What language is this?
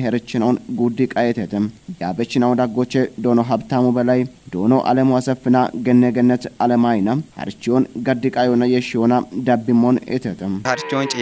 Kafa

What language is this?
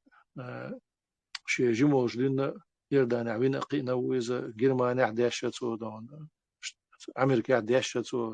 Chechen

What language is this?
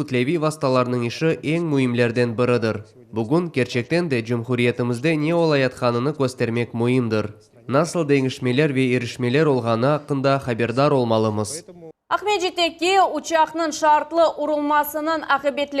Crimean Tatar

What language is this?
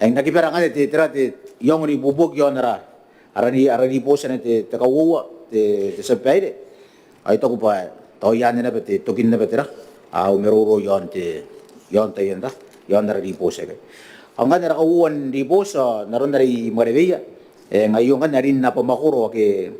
Gilbertese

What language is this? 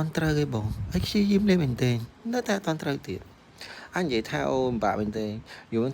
Khmer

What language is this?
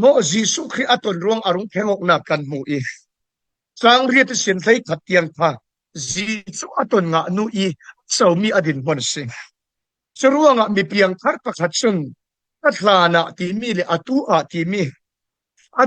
Falam Chin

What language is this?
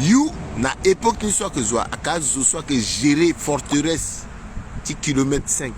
Sango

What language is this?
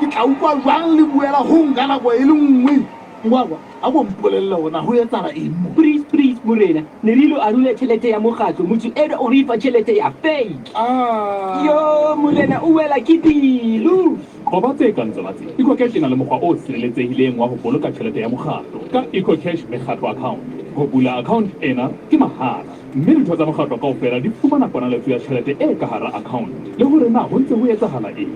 Southern Sotho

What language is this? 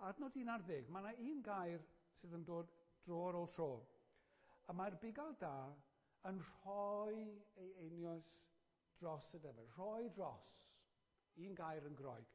Welsh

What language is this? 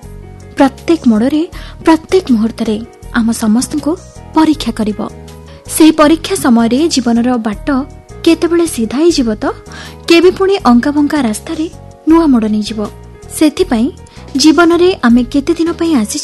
Odia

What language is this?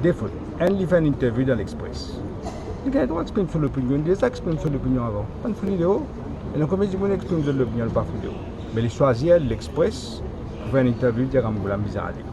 Morisyen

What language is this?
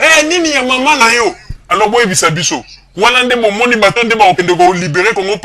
Lingala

